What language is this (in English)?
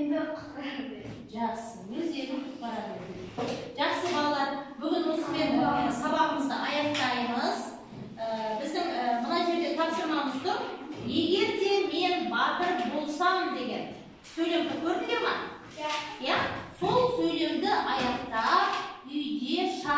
Kazakh